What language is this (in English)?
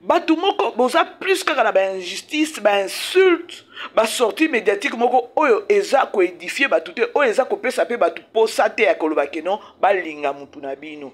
Lingala